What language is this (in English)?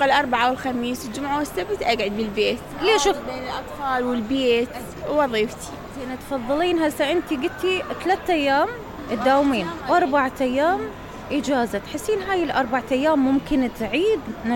Mesopotamian Arabic